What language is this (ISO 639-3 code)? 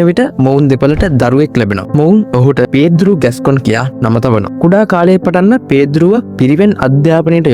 sin